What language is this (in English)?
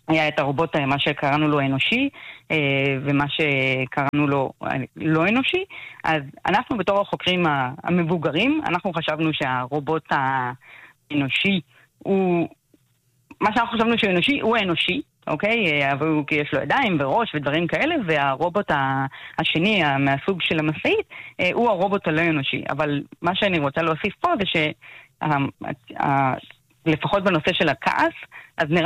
Hebrew